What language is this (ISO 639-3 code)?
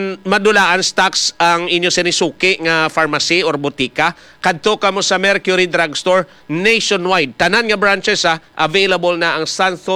hil